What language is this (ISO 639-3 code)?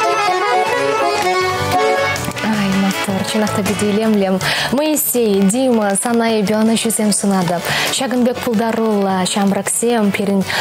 chv